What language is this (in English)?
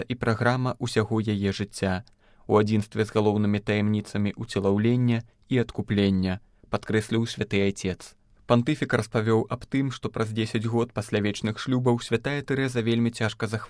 Belarusian